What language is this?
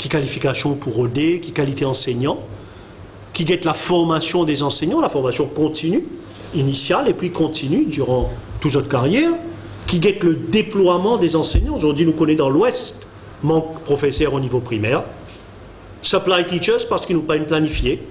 Morisyen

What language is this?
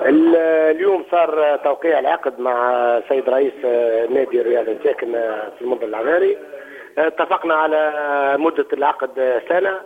Tunisian Arabic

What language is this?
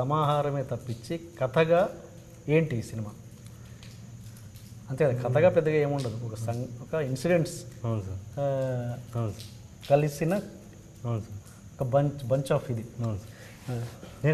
Telugu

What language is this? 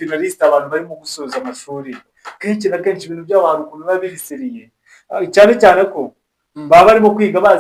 Kinyarwanda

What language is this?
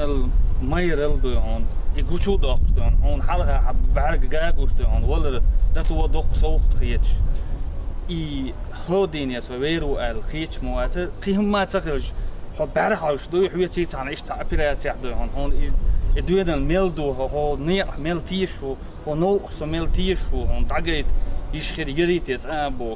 Chechen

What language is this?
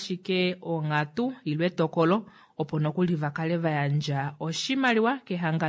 Kuanyama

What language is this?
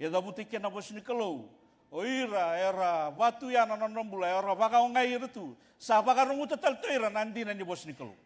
Fijian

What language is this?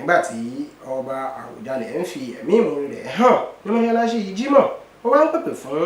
Yoruba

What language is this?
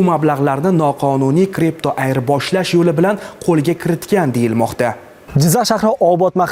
Uzbek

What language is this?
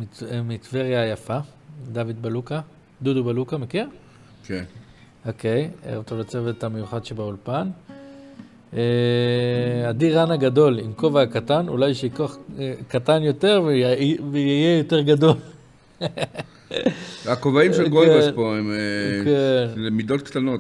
Hebrew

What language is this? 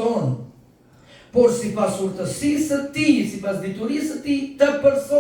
Albanian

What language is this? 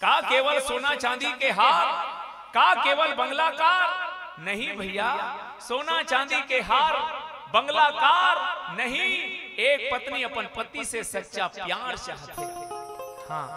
Chhattisgarhi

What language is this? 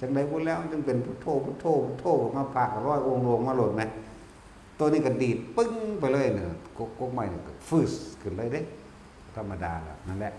Northeastern Thai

